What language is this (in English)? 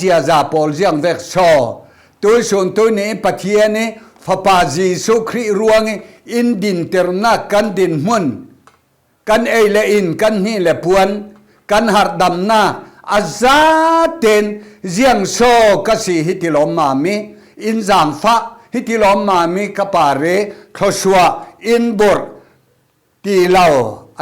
Falam Chin